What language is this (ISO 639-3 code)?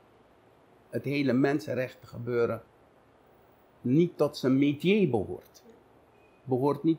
nld